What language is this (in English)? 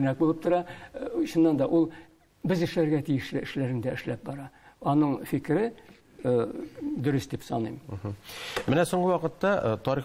Tatar